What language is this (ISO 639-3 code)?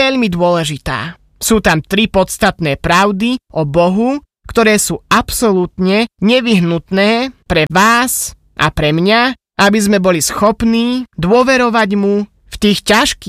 slk